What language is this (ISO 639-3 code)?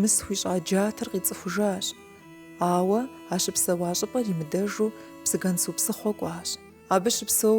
kbd